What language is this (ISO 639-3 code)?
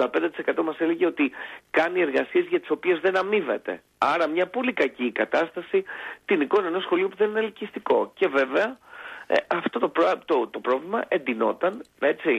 ell